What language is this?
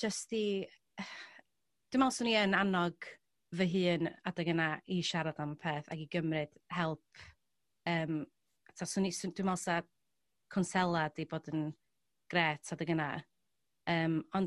Welsh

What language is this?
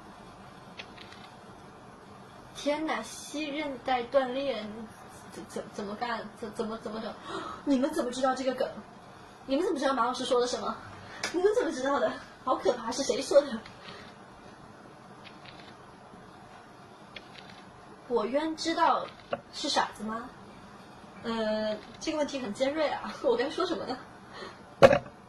Chinese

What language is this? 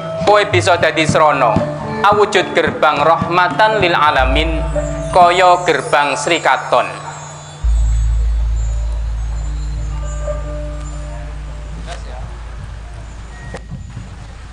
Javanese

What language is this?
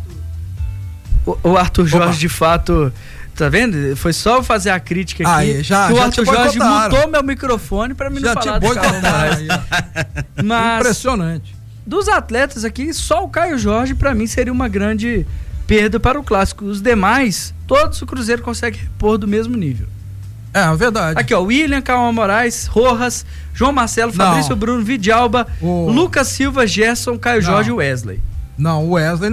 Portuguese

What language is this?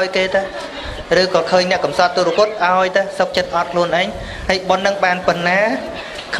Khmer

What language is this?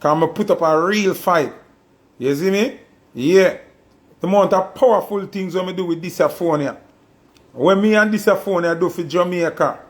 Jamaican Creole English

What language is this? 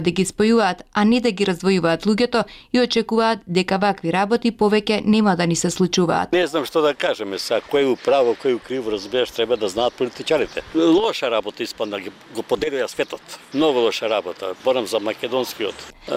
Macedonian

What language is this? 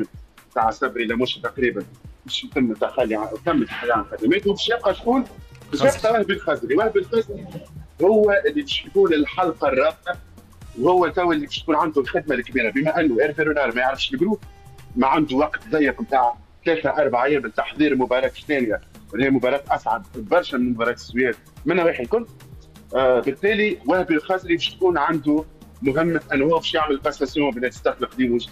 Tunisian Arabic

